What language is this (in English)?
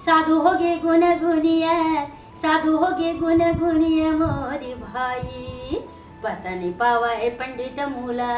Chhattisgarhi